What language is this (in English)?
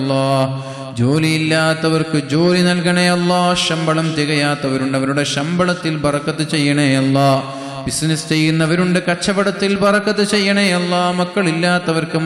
Malayalam